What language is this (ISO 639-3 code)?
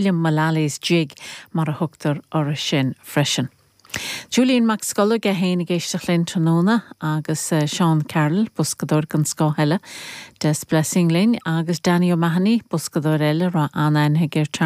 gle